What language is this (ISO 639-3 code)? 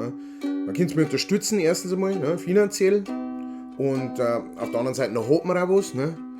bar